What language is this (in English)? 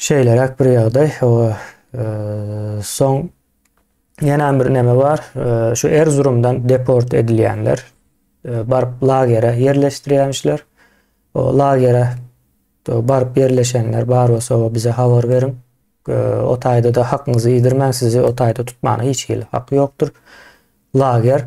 Turkmen